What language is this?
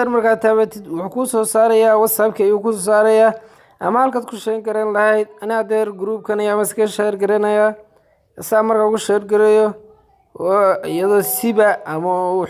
Somali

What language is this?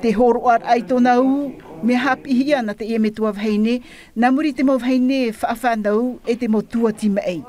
Tahitian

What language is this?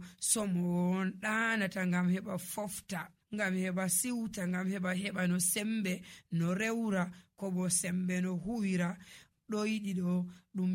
Nigerian Fulfulde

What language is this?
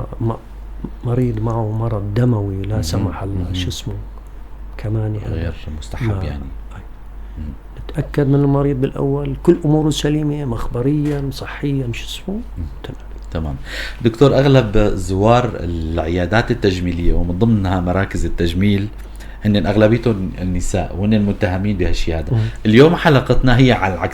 North Levantine Arabic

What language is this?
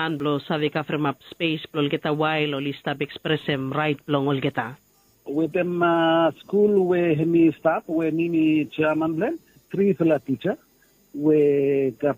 Bislama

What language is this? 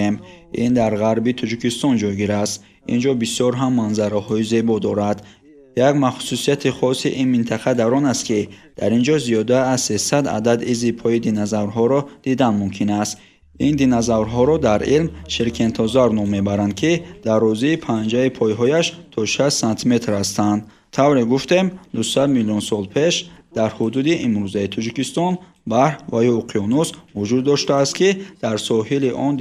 Tajik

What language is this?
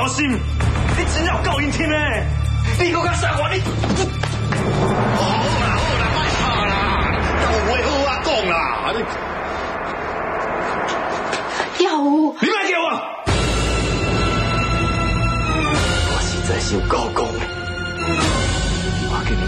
Min Nan Chinese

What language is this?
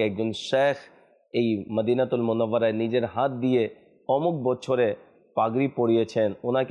Bangla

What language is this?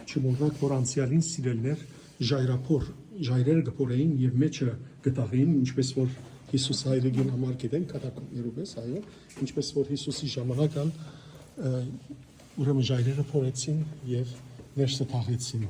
Western Armenian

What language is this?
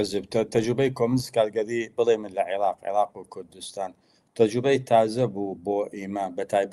Central Kurdish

